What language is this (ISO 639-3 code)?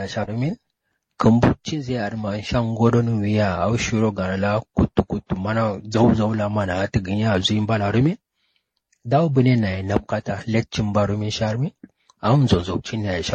kau